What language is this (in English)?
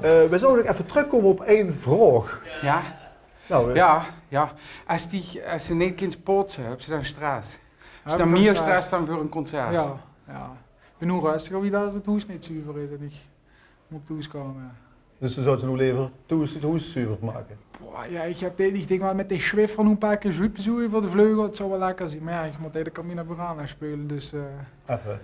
Limburgish